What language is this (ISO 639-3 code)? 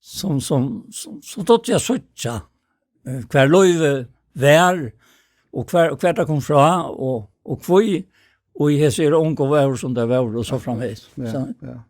fao